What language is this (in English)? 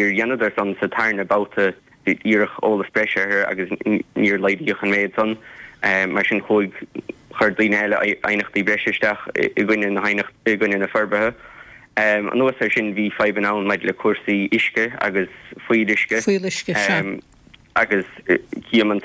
Irish